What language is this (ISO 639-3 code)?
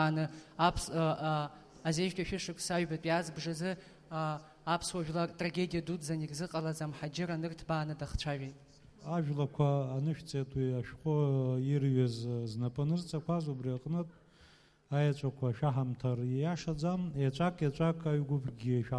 abk